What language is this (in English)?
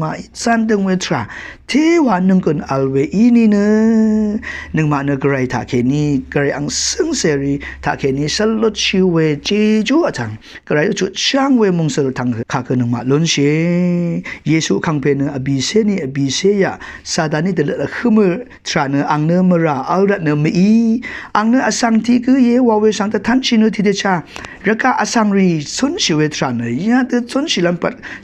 Rawang